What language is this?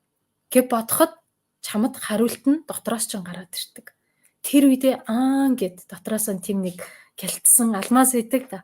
Mongolian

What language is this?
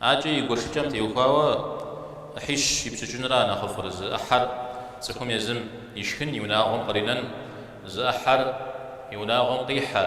Kabardian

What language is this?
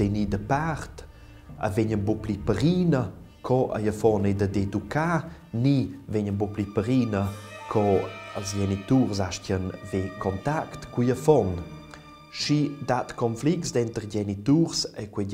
Romansh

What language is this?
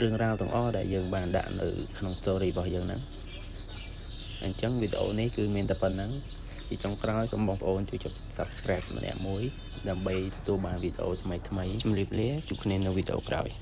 Khmer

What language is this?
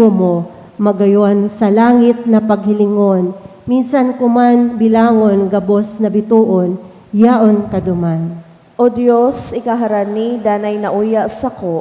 Bikol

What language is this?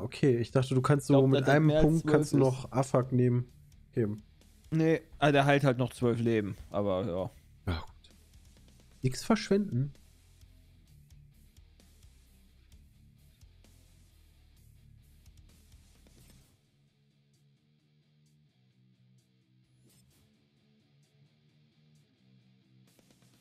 German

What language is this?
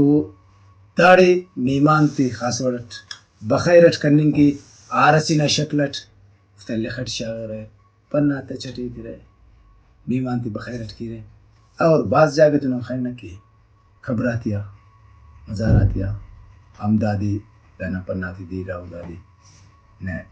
Brahui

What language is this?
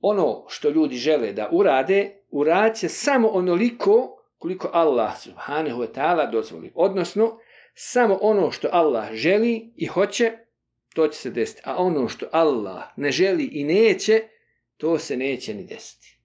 Bosnian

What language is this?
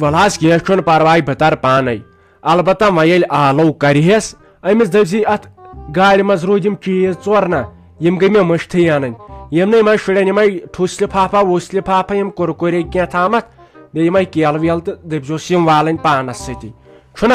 Kashmiri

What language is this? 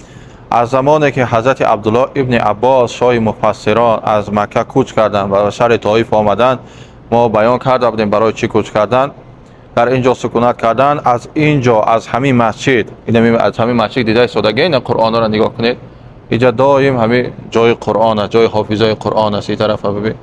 Tajik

